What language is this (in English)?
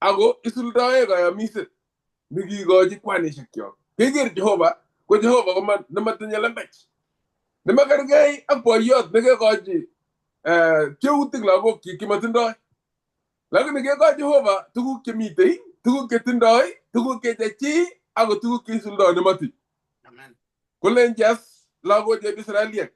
Kalenjin